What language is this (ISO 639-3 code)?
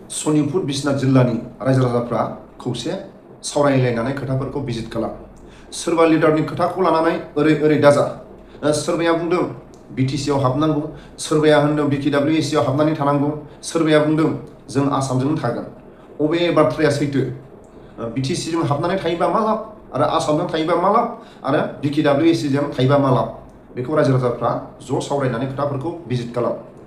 brx